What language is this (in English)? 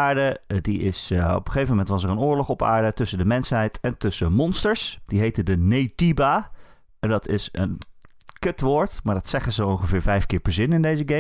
Dutch